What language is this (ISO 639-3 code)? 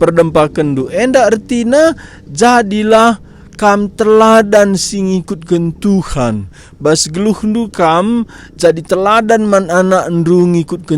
btx